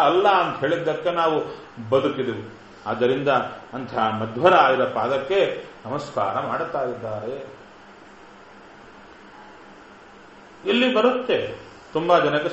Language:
Kannada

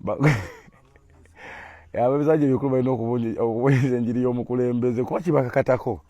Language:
Ganda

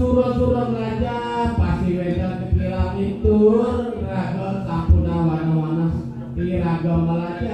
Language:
Balinese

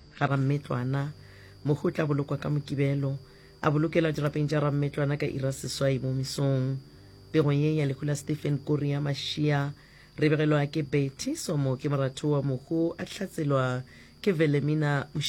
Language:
Northern Sotho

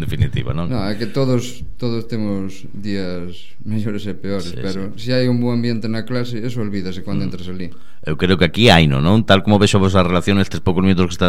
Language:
Galician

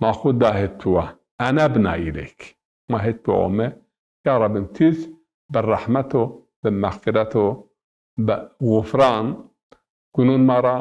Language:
Zaza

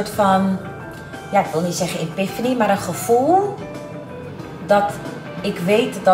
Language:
Dutch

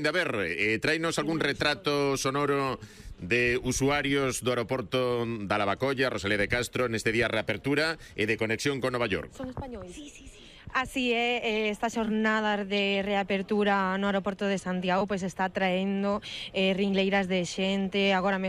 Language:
Galician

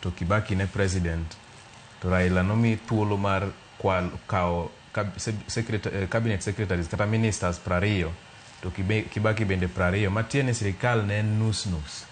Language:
Luo (Kenya and Tanzania)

